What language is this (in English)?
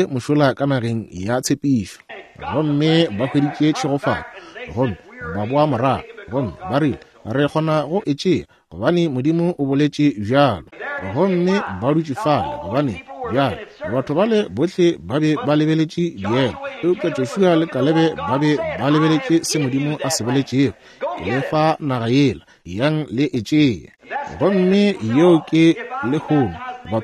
Northern Sotho